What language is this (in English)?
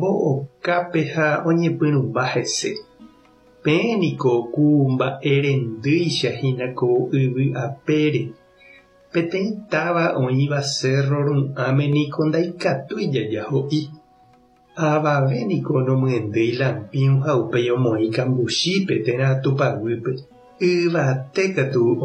Guarani